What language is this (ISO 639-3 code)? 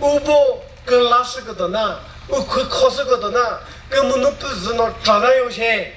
nri